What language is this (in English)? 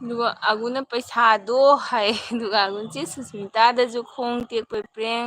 Manipuri